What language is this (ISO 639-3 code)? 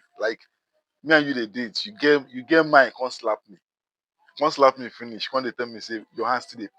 pcm